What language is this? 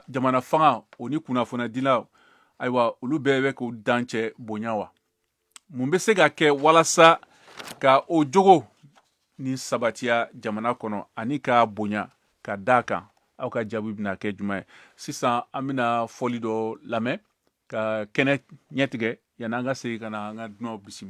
Bambara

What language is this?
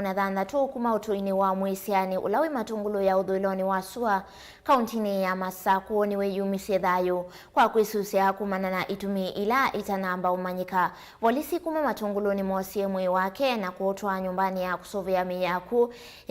Kamba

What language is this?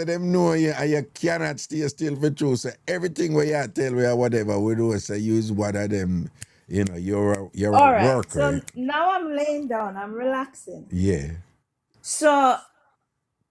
Jamaican Creole English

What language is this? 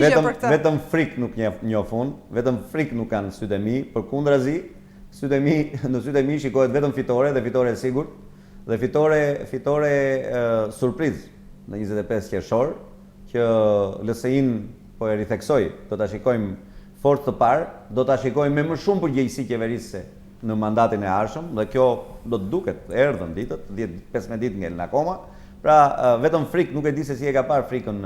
Albanian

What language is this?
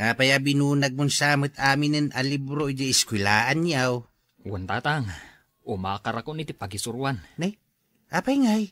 Iloko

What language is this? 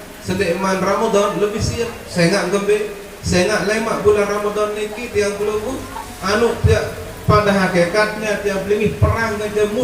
Sasak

